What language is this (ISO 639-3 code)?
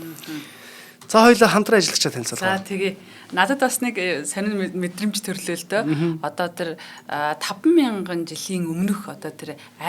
mon